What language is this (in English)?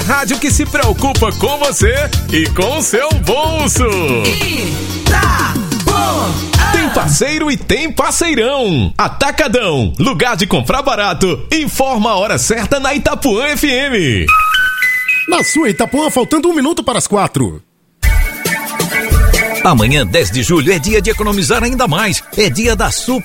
Portuguese